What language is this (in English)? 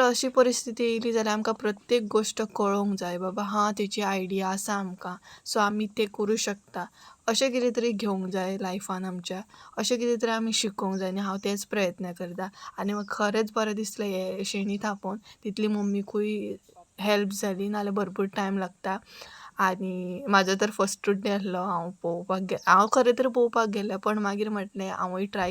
Konkani